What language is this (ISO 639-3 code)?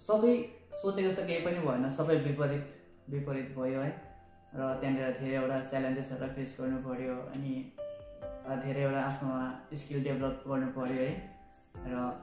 nep